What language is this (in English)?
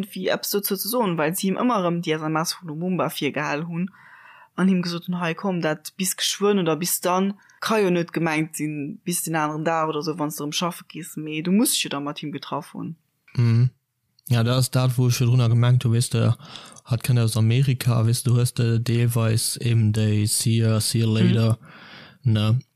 Luxembourgish